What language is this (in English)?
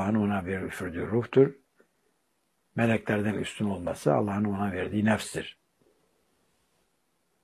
Turkish